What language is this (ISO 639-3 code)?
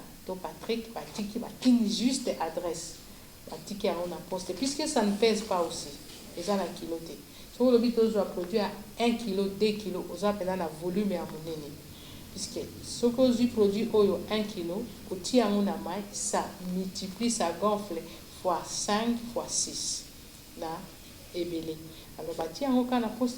lin